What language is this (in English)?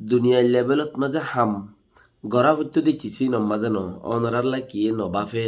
Rohingya